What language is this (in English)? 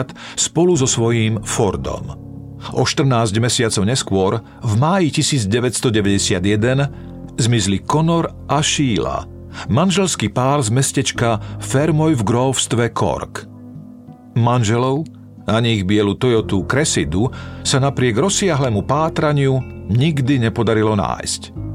Slovak